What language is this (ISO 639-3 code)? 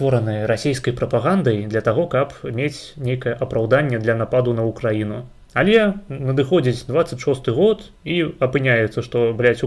bel